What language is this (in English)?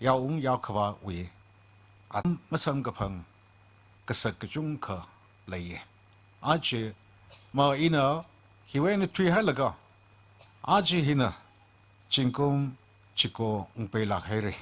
Tangkhul Naga (India)